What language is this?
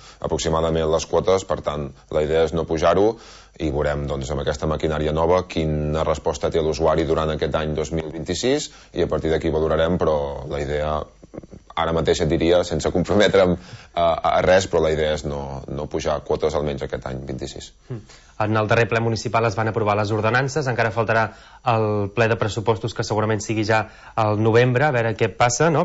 Catalan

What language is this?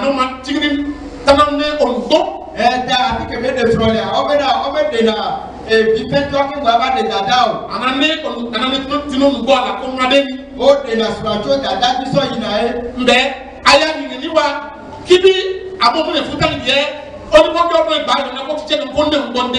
Ifè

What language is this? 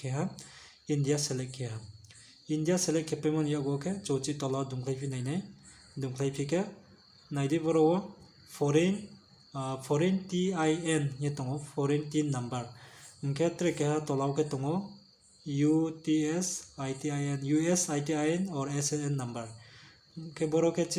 Riang (India)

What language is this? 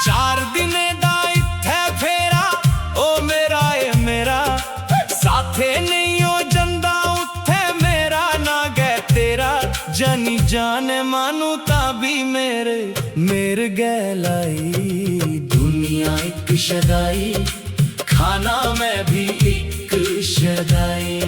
Dogri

